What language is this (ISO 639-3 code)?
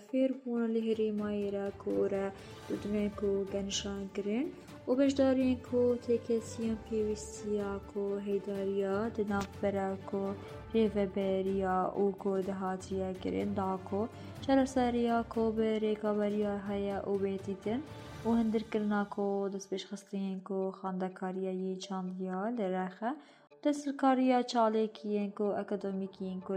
kur